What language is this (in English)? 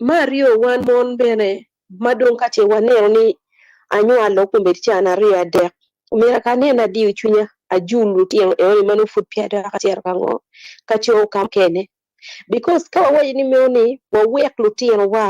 Acoli